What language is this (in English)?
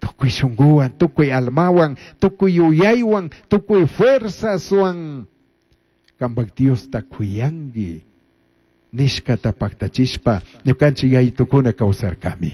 Chimborazo Highland Quichua